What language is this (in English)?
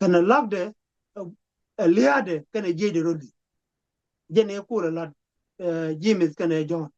Nuer